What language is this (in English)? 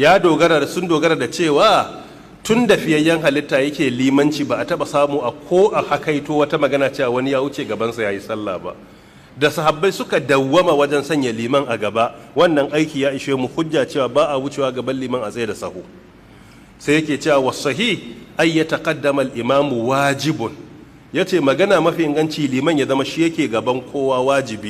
Hausa